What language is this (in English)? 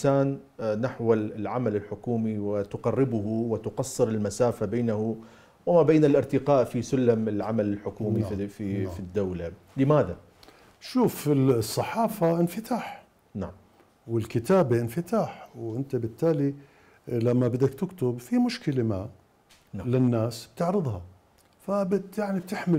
Mesopotamian Arabic